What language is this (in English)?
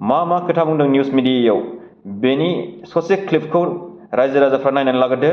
Bodo